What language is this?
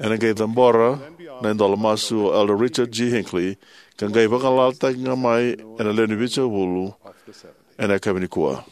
Fijian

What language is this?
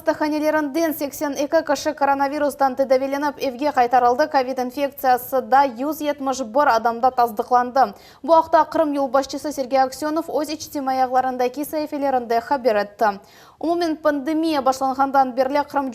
Crimean Tatar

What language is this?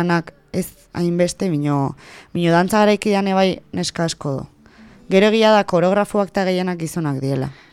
Basque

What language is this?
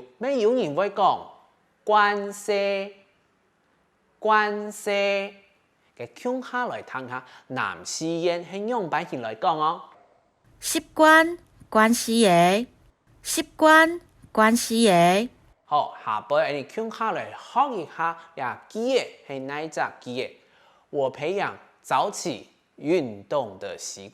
Hakka Chinese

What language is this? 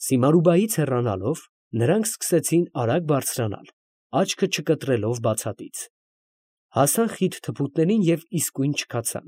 Armenian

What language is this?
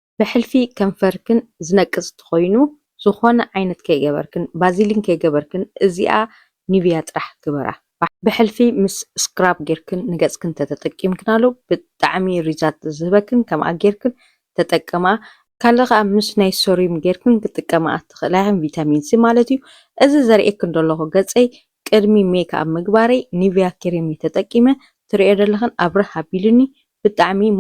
Tigrinya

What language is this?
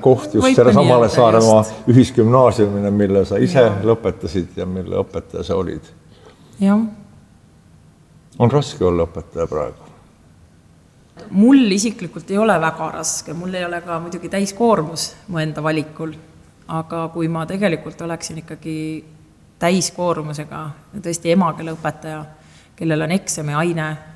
Estonian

